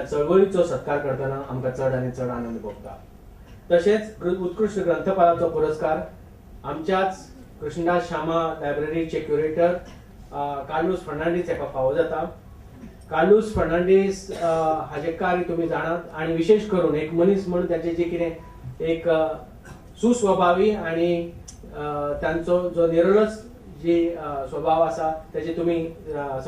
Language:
Konkani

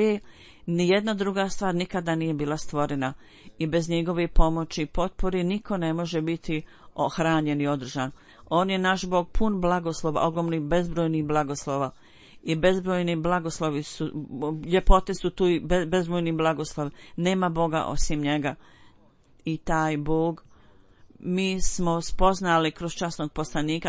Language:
Bosnian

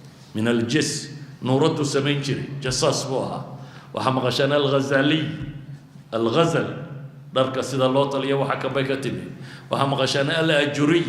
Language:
Somali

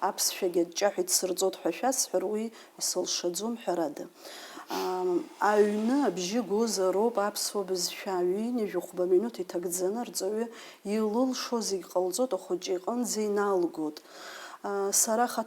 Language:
Abkhazian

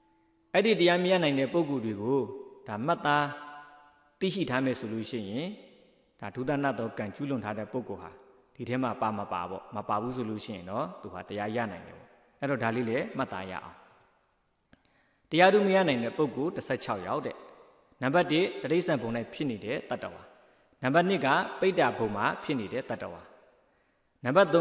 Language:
Burmese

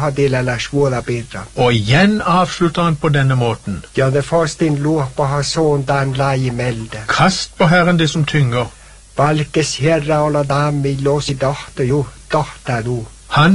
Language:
Norwegian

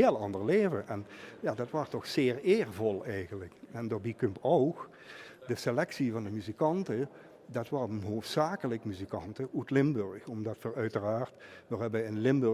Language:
Limburgish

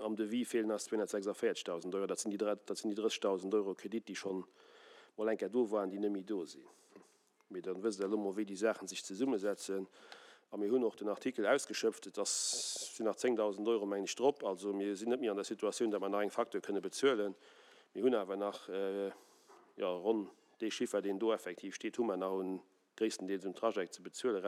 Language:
Luxembourgish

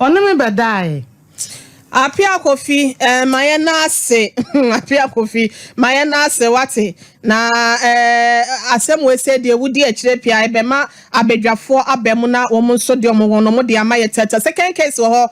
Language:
Akan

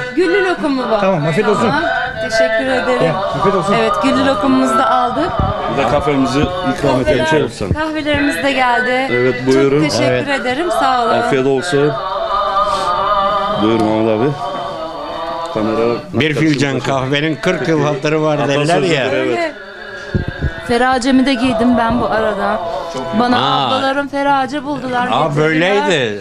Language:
Turkish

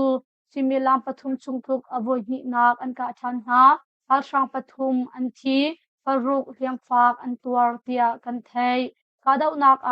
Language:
Hakha Chin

